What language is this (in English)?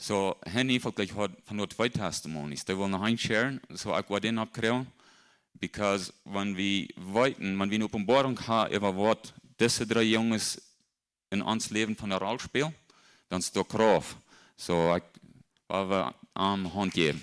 Plautdietsch